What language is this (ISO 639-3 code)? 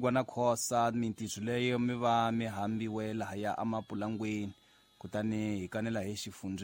tso